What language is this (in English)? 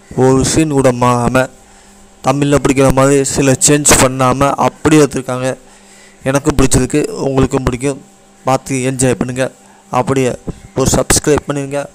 Tamil